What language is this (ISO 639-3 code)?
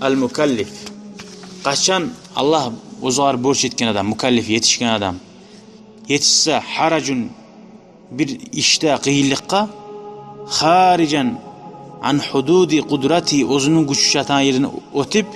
kum